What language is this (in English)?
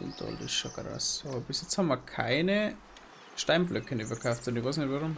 Bavarian